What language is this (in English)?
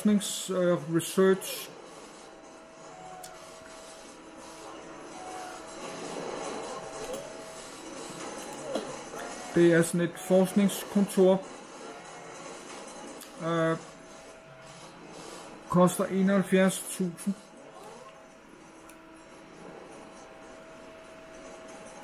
Danish